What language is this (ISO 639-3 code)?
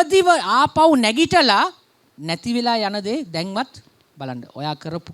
sin